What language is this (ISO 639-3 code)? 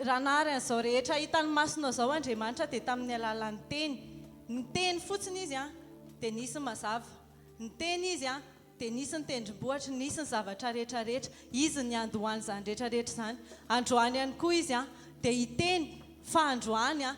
mlg